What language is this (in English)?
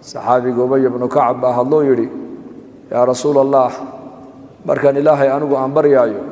Somali